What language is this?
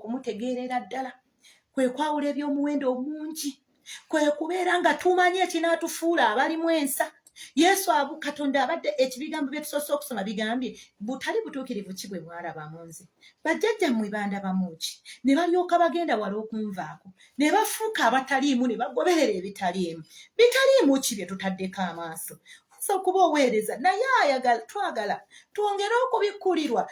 Ganda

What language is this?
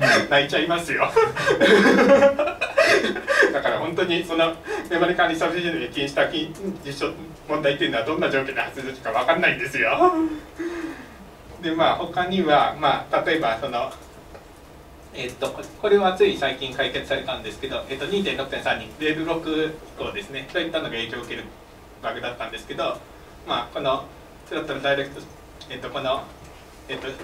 Japanese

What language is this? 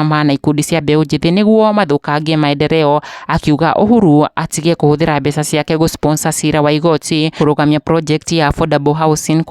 Kikuyu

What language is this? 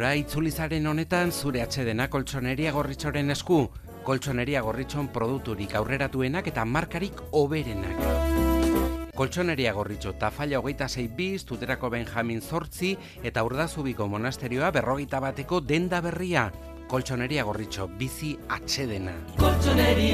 Basque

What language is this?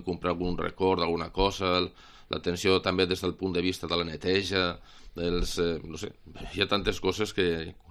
Catalan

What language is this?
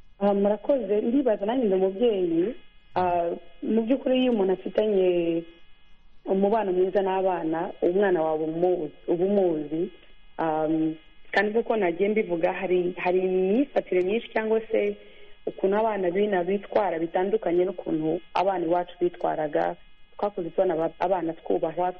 Kinyarwanda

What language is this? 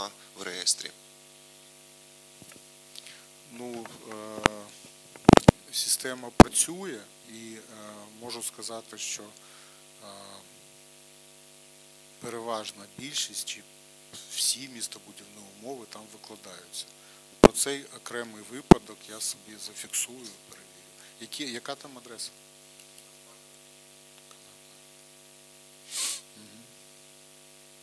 Ukrainian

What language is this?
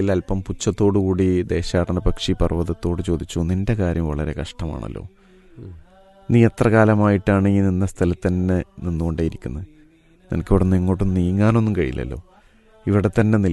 Malayalam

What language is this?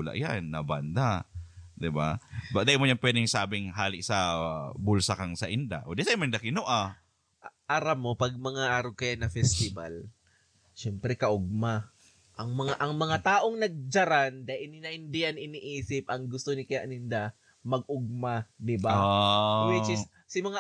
Bikol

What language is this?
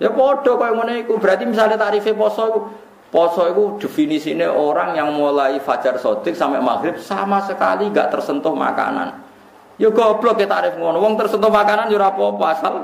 Javanese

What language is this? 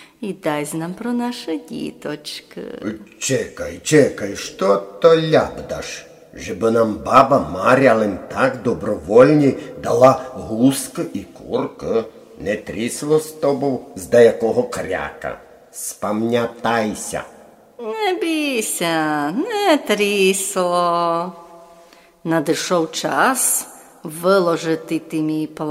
Rusyn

